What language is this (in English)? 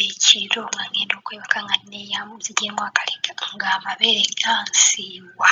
Ganda